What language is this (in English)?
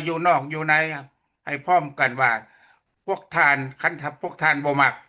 Lao